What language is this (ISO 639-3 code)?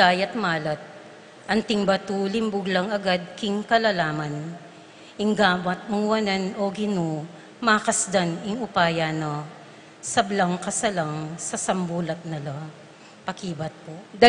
pam